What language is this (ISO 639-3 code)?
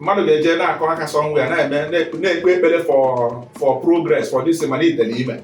ibo